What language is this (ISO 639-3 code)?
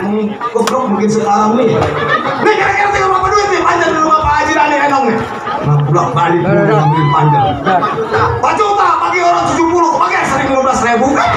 bew